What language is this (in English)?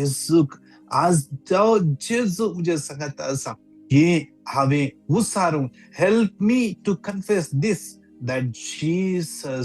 Konkani